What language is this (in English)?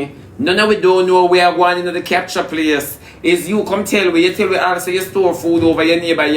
Jamaican Creole English